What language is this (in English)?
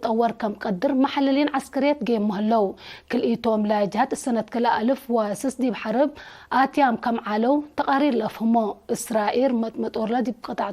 Tigre